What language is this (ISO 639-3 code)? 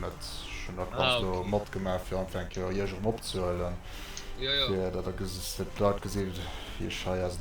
ltz